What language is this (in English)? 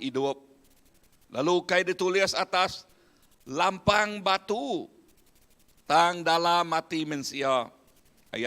Iban